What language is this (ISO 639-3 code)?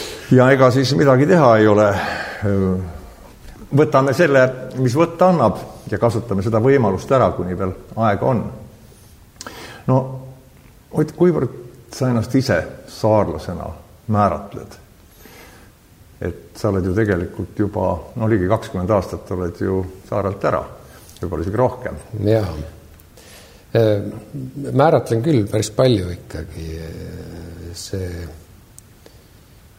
est